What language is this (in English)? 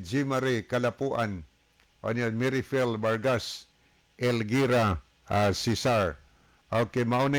Cebuano